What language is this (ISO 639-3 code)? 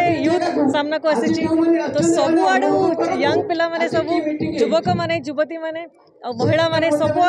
ori